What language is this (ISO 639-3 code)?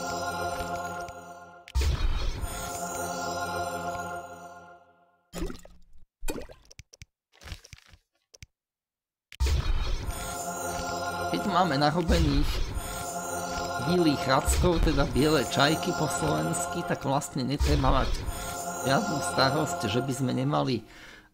slk